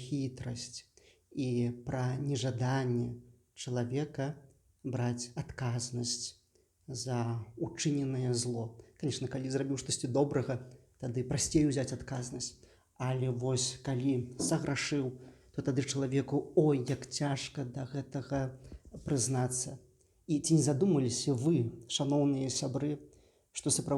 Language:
Belarusian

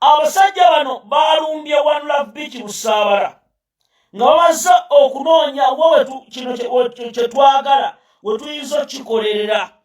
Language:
Ganda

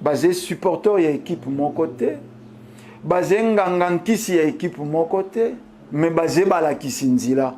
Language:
Lingala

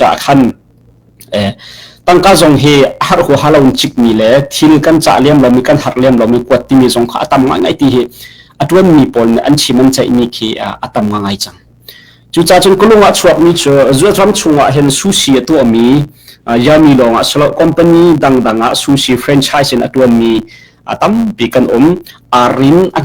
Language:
Hakha Chin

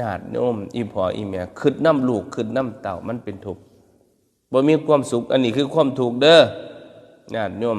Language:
Northeastern Thai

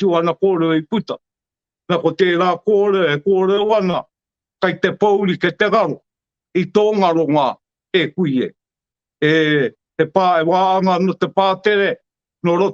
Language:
Māori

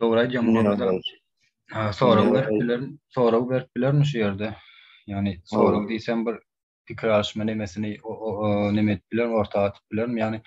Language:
Turkmen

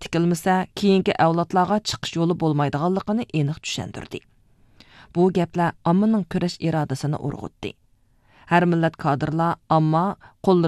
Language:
Uyghur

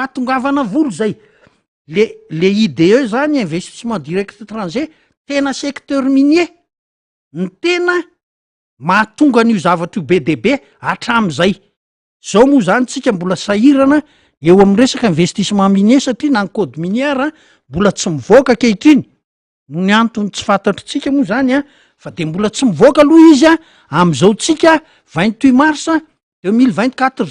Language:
Malagasy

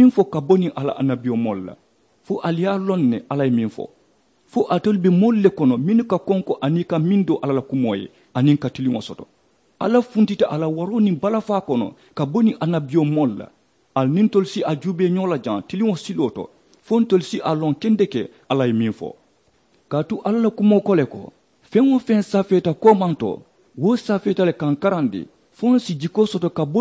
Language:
Mandingo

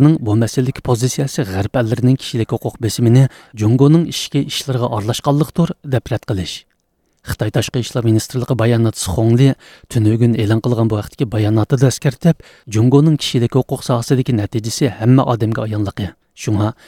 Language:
Uyghur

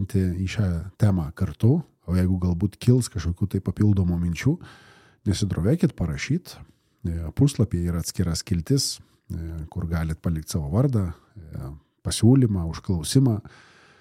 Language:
Lithuanian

